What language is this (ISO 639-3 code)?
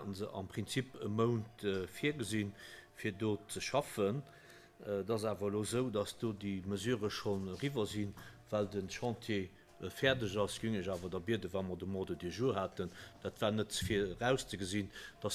ltz